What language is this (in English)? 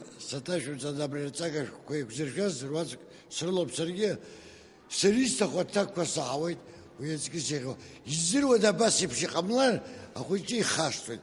Abkhazian